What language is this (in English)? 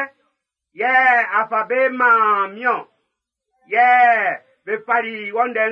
Baoulé